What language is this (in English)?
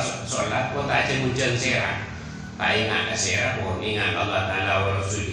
Madurese